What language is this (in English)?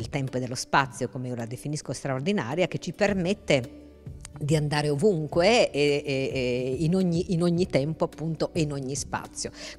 Italian